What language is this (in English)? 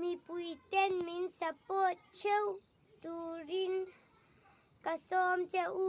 Mizo